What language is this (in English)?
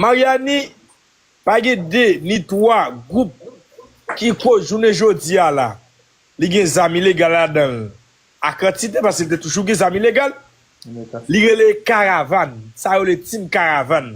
Haitian Creole